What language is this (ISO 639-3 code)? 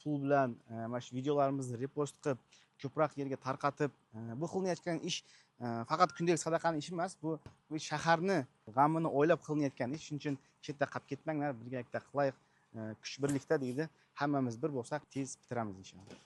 uzb